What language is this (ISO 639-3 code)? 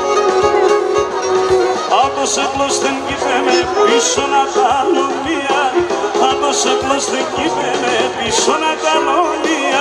ell